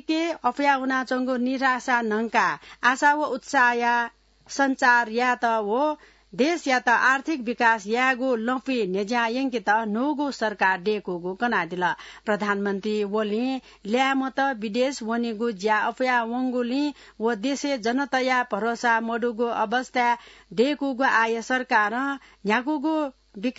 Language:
Newari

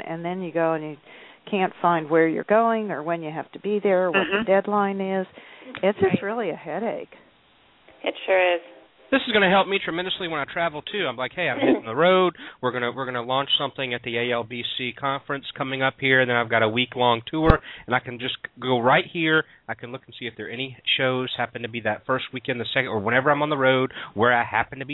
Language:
English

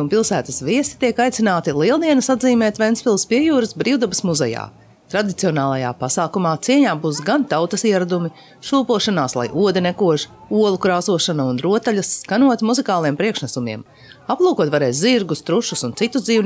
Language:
Latvian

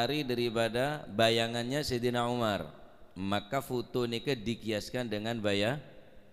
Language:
Madurese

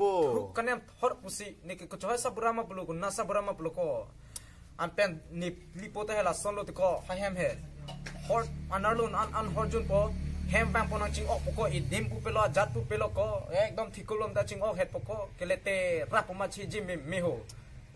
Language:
Karbi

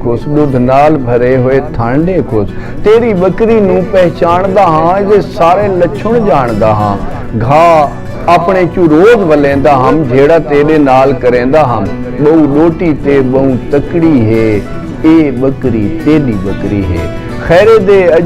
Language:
Saraiki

